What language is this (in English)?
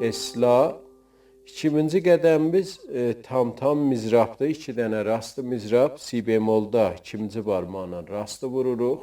South Azerbaijani